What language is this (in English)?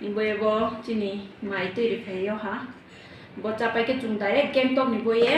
Kok Borok